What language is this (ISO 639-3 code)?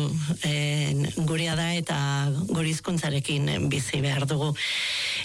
eus